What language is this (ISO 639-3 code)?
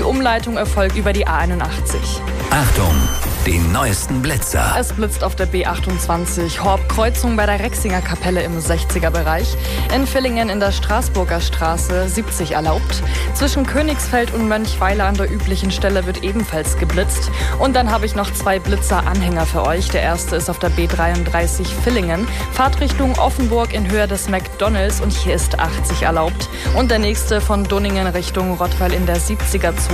deu